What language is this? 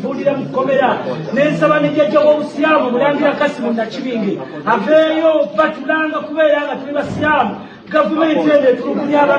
Ganda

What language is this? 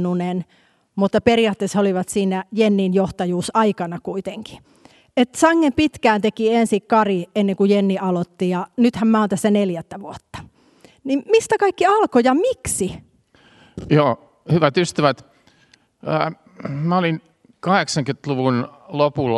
Finnish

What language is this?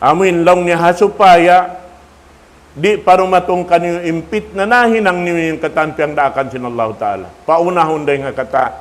Tausug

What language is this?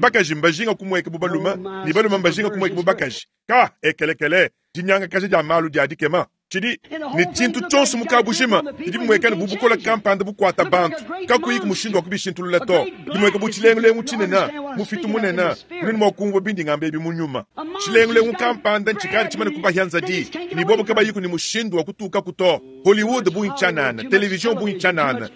Luba-Lulua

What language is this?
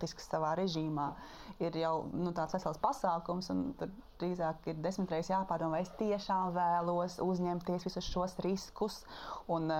Latvian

